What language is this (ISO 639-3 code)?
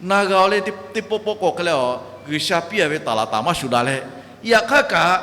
lhu